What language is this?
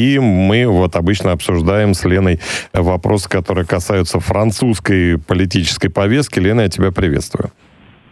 Russian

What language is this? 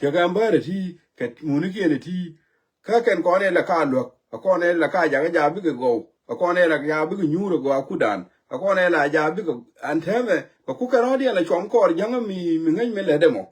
Nuer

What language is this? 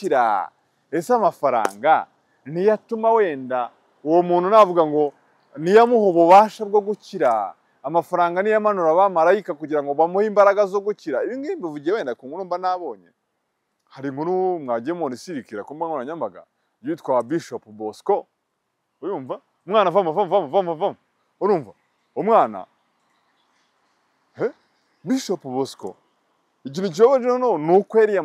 Kinyarwanda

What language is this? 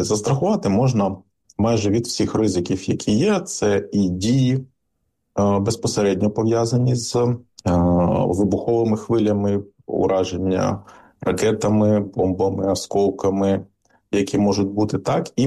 Ukrainian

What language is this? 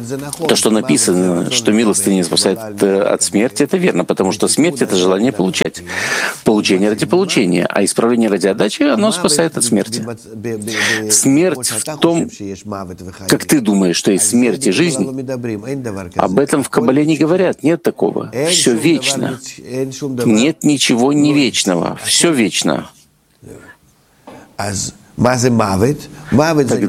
Russian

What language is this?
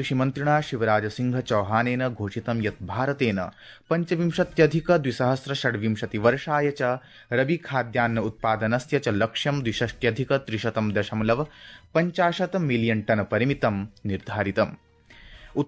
Sanskrit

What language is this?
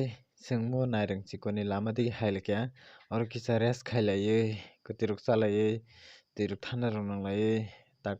Kok Borok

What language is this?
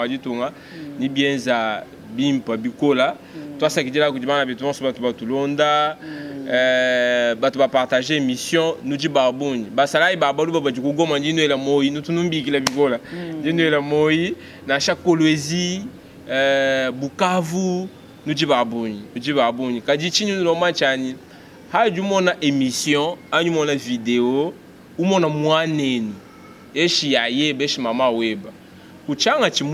Luba-Lulua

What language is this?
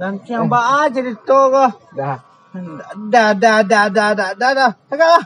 Minangkabau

